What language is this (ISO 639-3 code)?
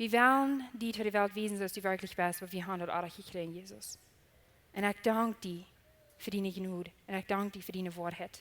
pdt